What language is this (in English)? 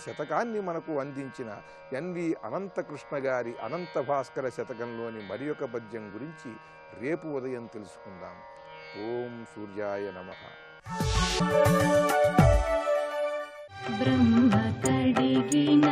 Telugu